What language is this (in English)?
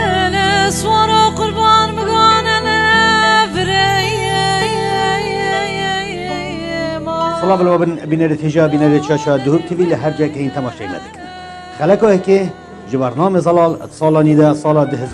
Kurdish